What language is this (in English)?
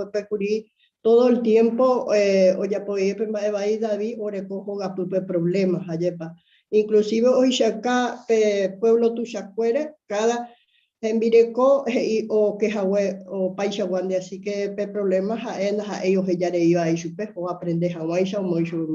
Guarani